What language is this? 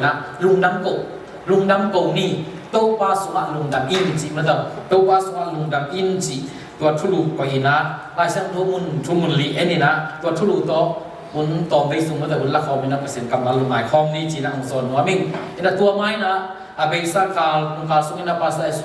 Tedim Chin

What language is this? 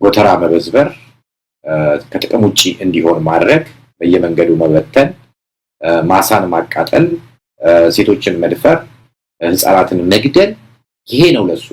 Amharic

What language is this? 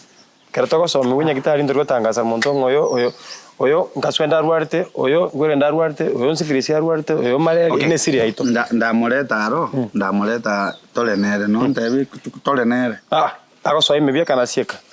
Gusii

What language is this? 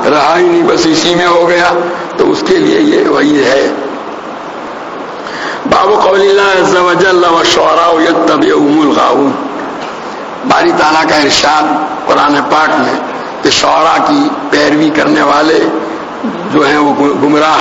Urdu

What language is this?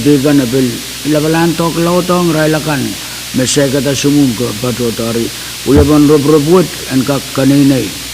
Pohnpeian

